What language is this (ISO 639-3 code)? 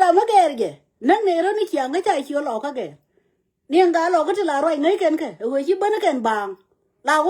nus